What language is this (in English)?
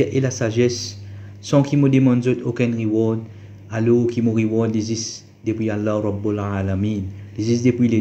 Morisyen